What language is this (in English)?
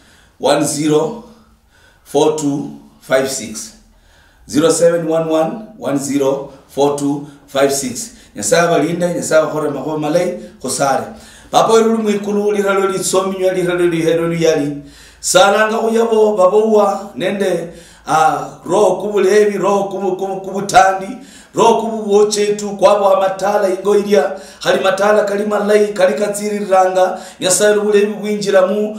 Luyia